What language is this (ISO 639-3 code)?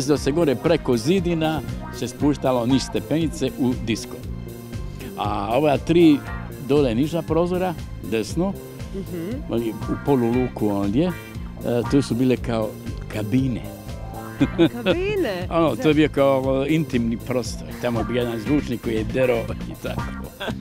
hrv